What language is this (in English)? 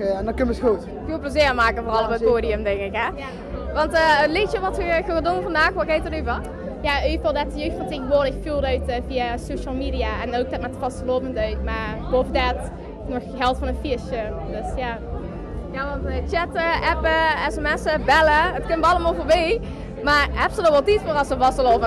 Limburgish